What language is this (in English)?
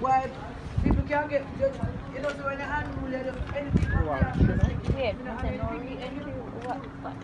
Jamaican Creole English